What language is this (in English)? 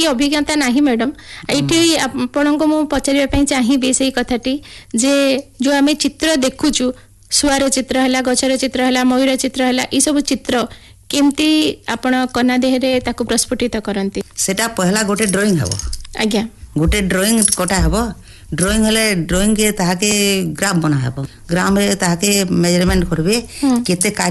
Odia